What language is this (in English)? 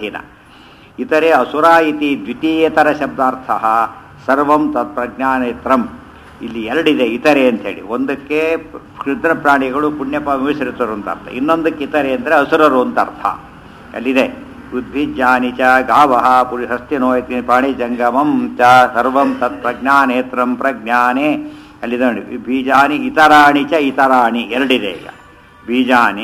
Kannada